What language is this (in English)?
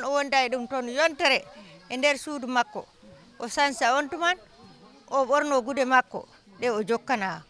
Fula